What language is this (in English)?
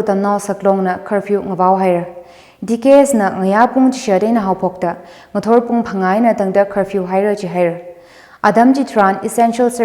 Tangkhul Naga (India)